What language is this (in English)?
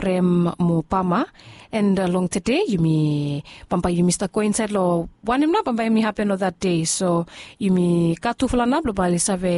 Bislama